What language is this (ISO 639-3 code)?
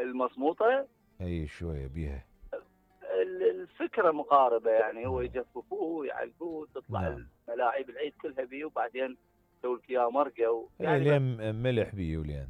acm